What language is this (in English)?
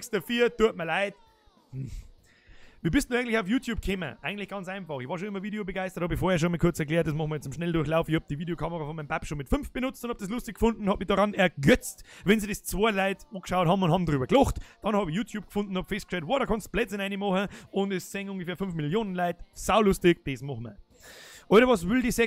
Bavarian